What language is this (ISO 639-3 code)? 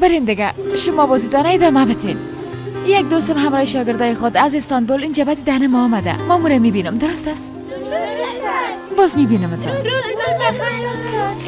fas